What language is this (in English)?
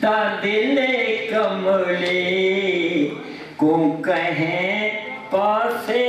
Saraiki